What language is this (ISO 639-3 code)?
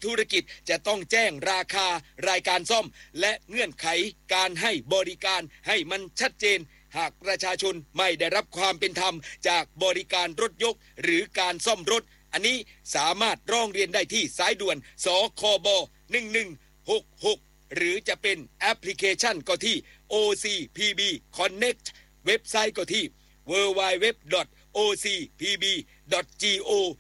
tha